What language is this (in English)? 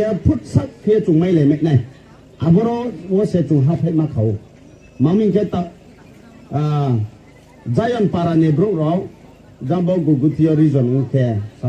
Riang (India)